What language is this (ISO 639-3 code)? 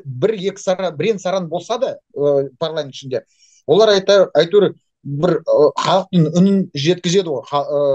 kaz